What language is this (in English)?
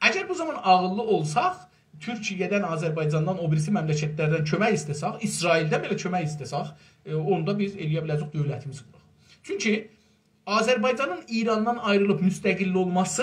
South Azerbaijani